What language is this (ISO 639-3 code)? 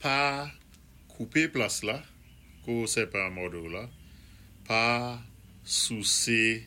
acf